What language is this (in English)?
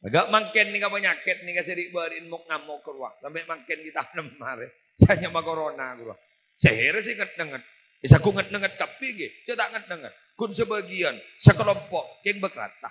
Madurese